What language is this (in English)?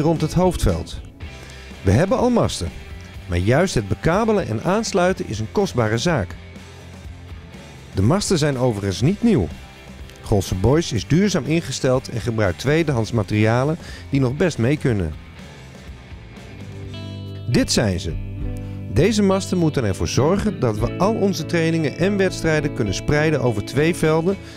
Dutch